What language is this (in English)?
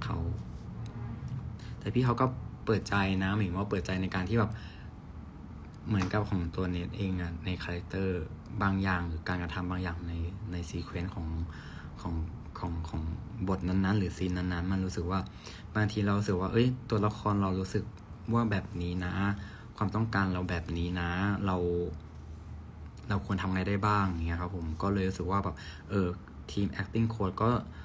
Thai